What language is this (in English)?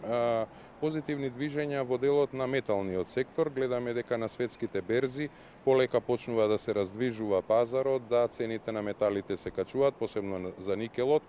Macedonian